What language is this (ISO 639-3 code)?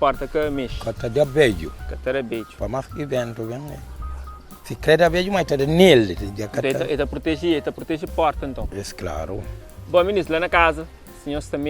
kea